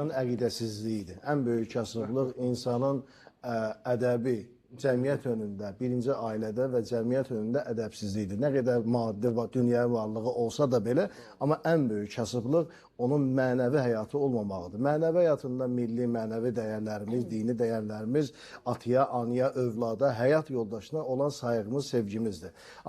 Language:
Azerbaijani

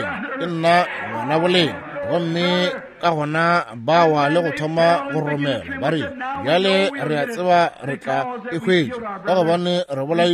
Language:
Northern Sotho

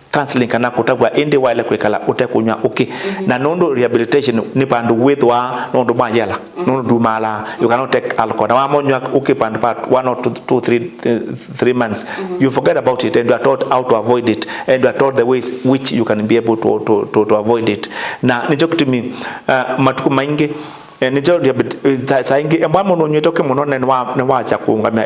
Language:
Kamba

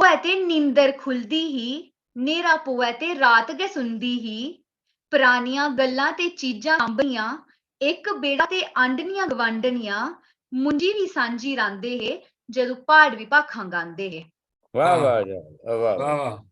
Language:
Dogri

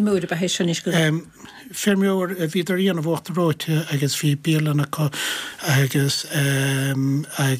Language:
Irish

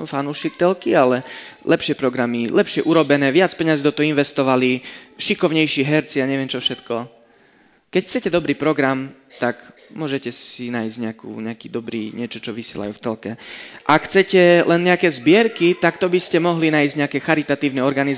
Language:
Slovak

